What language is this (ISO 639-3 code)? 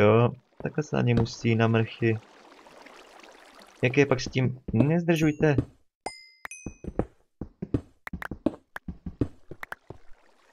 ces